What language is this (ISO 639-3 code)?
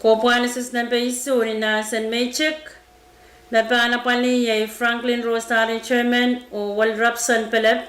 pon